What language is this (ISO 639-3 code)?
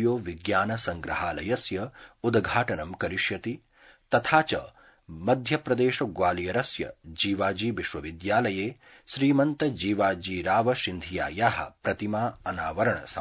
san